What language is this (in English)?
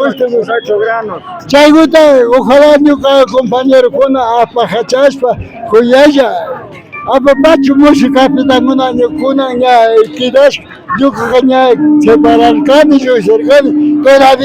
Imbabura Highland Quichua